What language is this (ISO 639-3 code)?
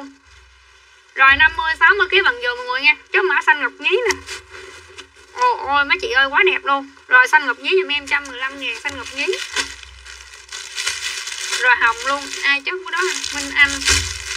vie